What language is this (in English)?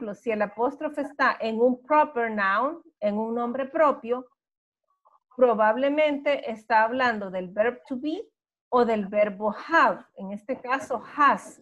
Spanish